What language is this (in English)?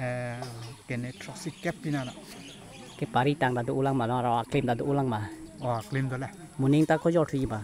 Karbi